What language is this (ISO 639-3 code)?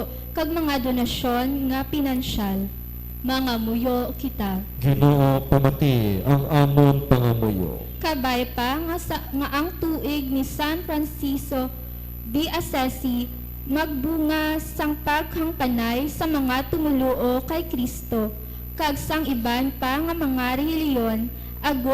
hil